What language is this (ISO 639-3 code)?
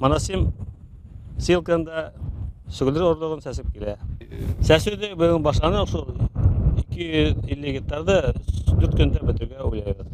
bak